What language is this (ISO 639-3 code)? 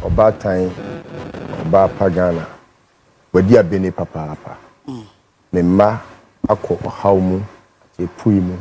aka